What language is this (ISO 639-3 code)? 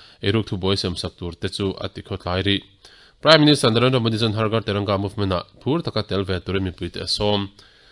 lus